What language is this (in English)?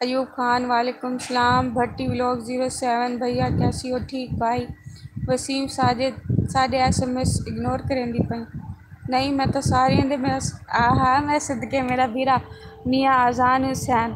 Saraiki